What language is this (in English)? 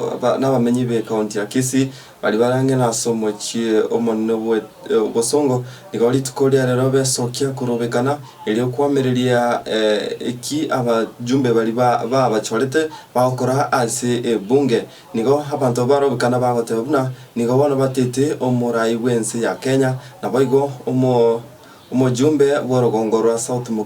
Gusii